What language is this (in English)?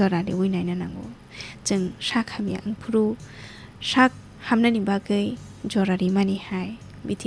Kok Borok